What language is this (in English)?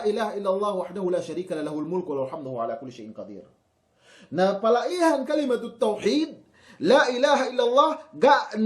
Yakan